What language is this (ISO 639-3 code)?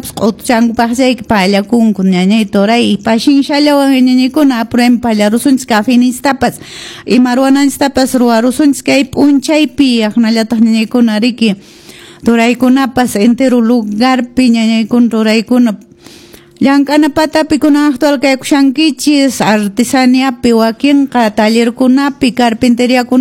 que